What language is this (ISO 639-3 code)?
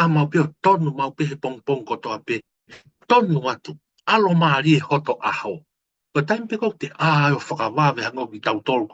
ton